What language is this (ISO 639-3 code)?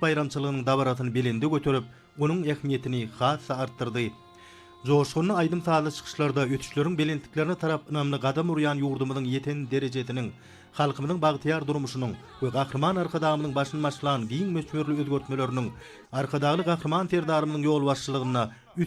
tuk